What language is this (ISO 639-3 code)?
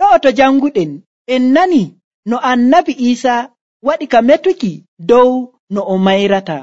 fuv